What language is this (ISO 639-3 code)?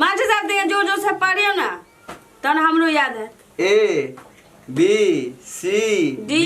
mai